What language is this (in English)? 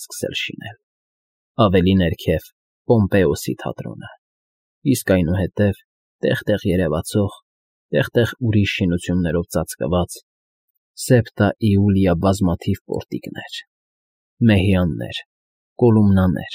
Armenian